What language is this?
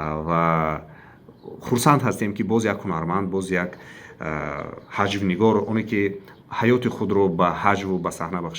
Tajik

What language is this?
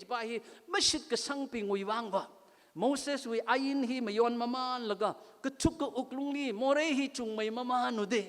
Tangkhul Naga (India)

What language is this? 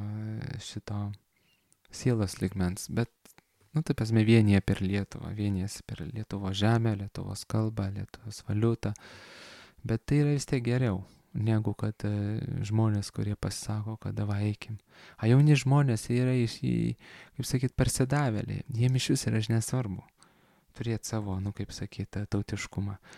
Lithuanian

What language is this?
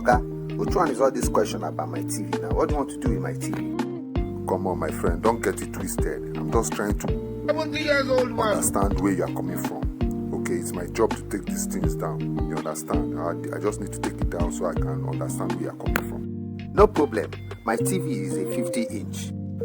Nigerian Pidgin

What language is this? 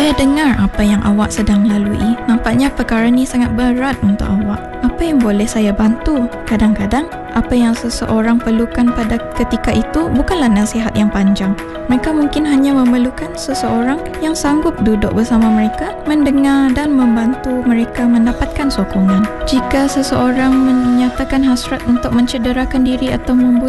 Malay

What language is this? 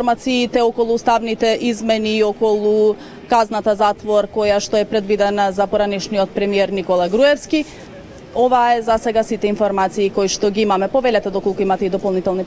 Macedonian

